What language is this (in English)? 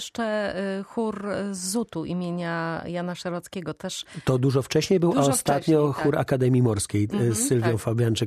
Polish